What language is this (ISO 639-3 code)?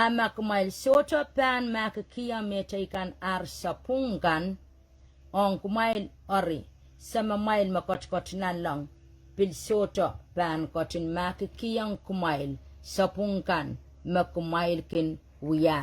pon